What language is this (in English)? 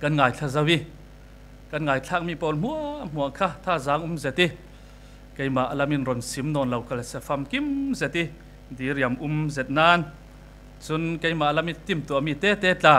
Falam Chin